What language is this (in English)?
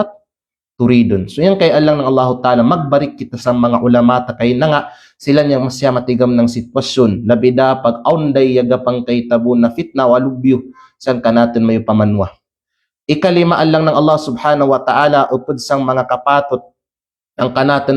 Kalagan